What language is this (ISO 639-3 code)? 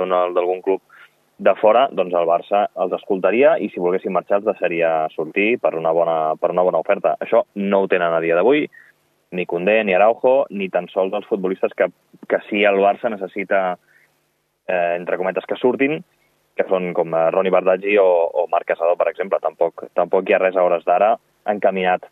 cat